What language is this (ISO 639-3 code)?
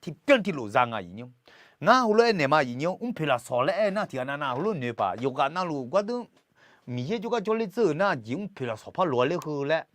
ahk